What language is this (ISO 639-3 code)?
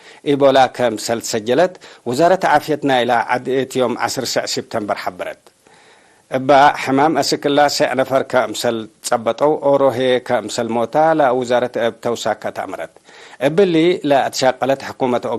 tig